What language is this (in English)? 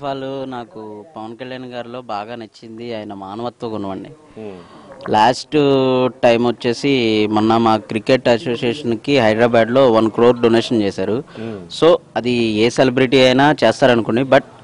Telugu